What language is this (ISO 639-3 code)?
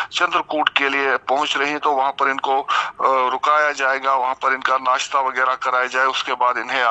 hin